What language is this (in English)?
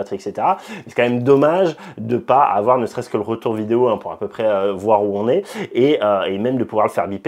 French